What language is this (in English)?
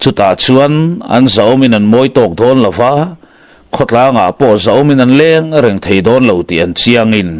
Mizo